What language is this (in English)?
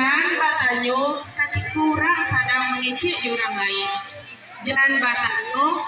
Minangkabau